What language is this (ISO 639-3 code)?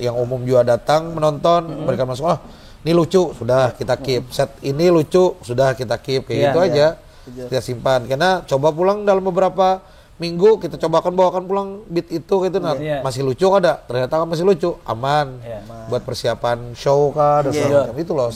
bjn